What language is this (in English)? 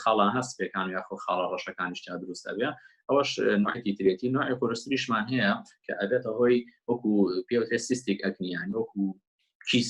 Central Kurdish